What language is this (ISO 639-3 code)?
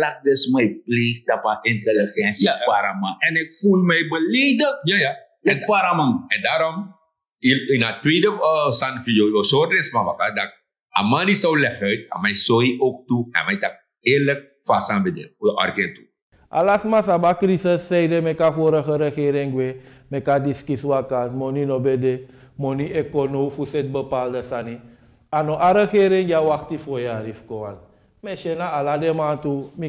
srn